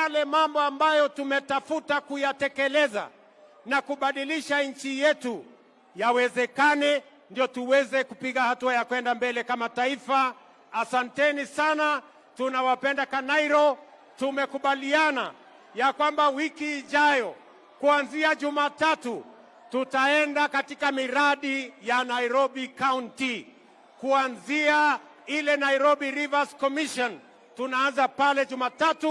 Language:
Swahili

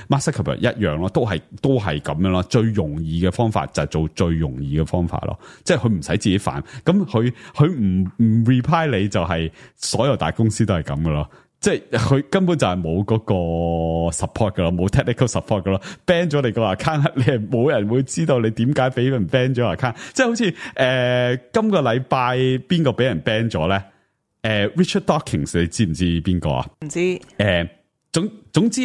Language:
Cantonese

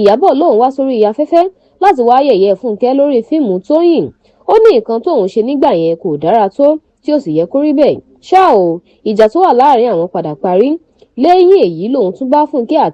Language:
Yoruba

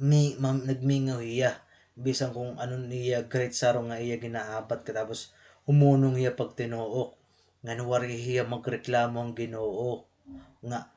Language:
Waray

